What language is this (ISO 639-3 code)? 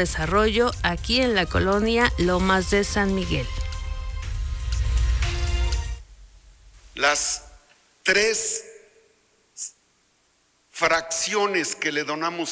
spa